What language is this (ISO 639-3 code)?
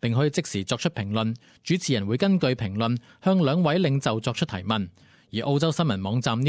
yue